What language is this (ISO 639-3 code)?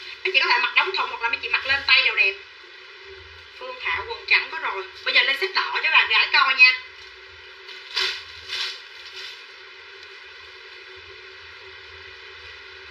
vie